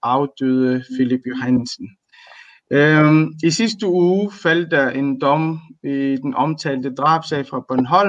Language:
Danish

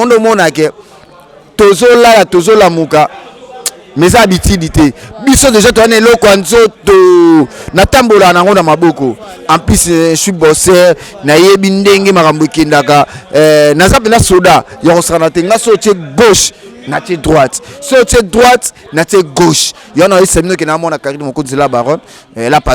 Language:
Lingala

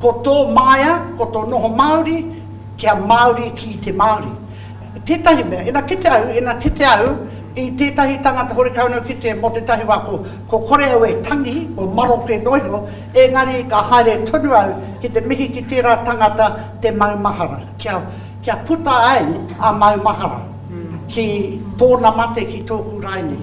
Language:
Māori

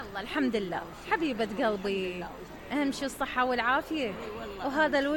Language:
Mesopotamian Arabic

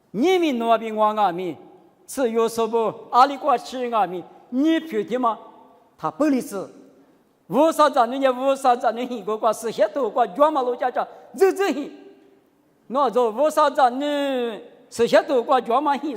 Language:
Lisu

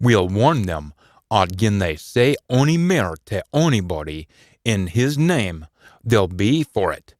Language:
Scots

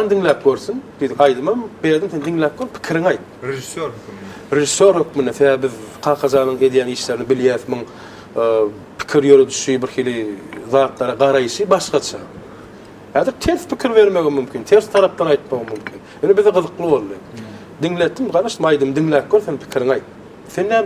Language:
Turkmen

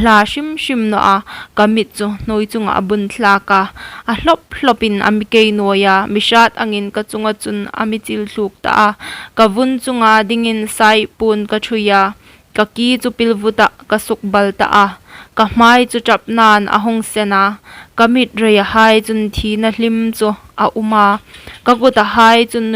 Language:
Hmar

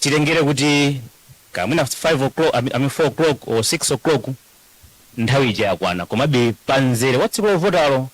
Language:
Nyanja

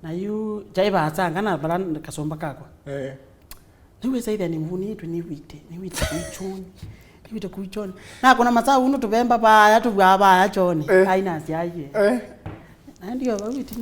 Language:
Kamba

